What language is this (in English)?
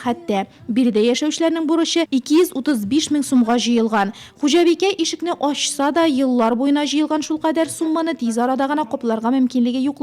Tatar